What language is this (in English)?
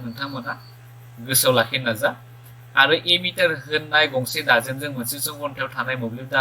Bodo